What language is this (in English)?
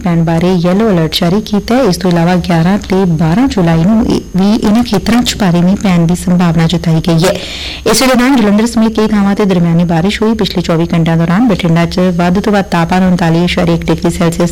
Punjabi